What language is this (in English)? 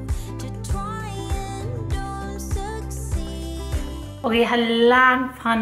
Danish